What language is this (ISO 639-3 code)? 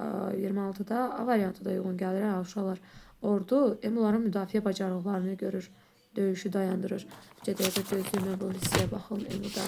aze